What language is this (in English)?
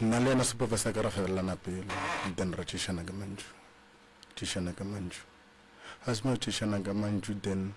Northern Sotho